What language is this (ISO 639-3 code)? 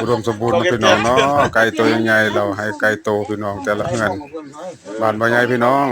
tts